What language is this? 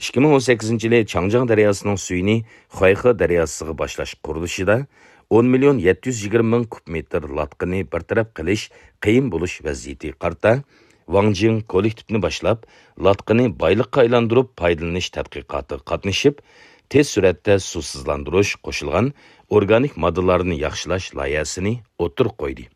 Uyghur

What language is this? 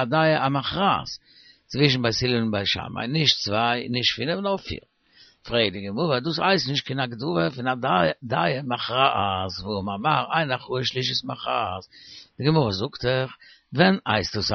Yiddish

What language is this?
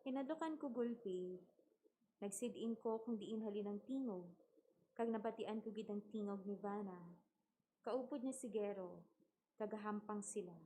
Hiligaynon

